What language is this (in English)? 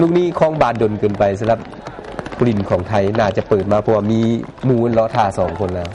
Lao